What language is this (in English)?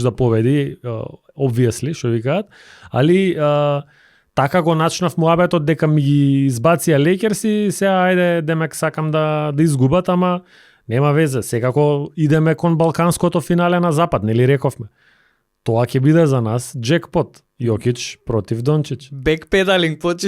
Macedonian